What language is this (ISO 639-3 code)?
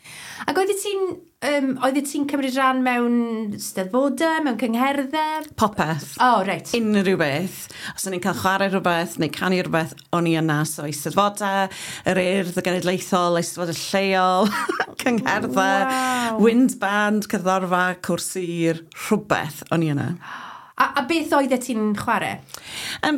cym